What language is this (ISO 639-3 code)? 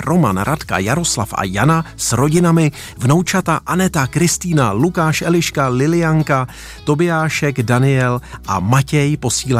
ces